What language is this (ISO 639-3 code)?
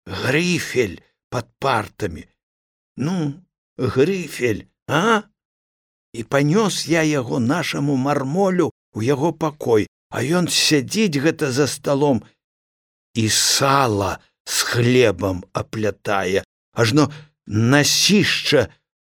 bel